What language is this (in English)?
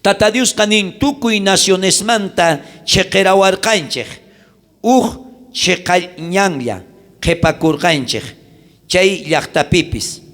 South Bolivian Quechua